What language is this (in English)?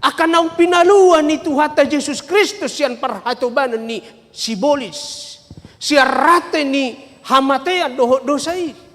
Batak Toba